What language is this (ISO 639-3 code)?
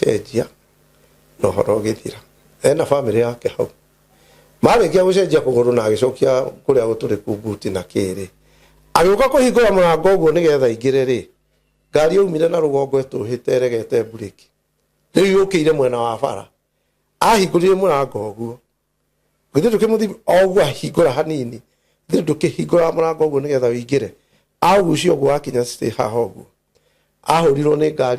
kik